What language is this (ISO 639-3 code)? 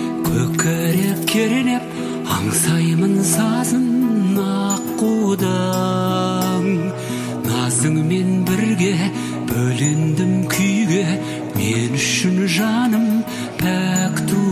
kaz